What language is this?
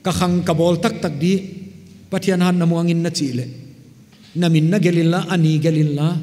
Paite Chin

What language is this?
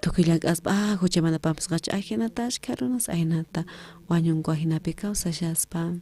South Bolivian Quechua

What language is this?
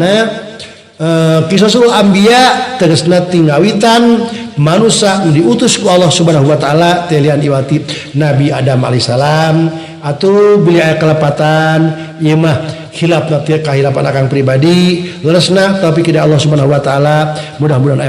Sundanese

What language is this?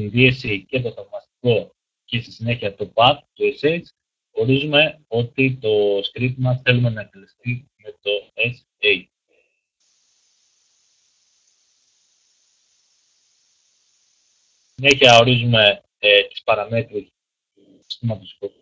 Greek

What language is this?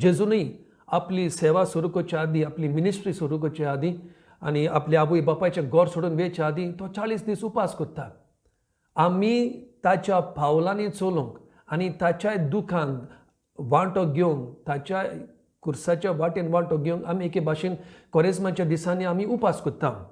Konkani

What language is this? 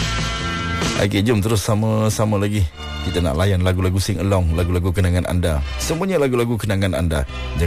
Malay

